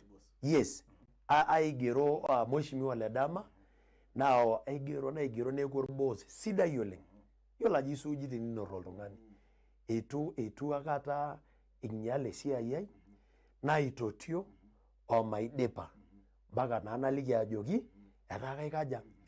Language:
Masai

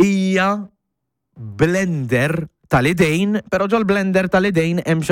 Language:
Maltese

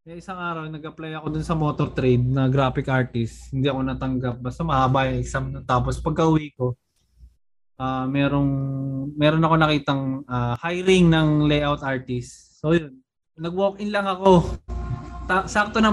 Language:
Filipino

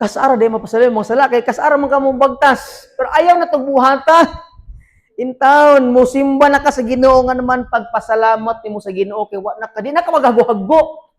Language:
Cebuano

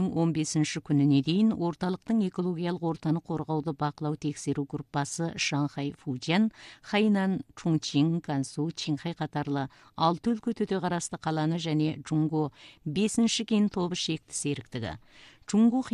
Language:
Kazakh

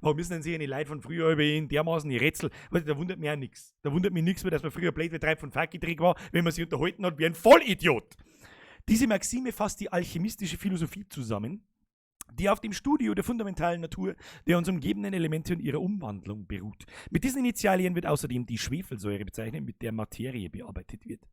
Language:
Bavarian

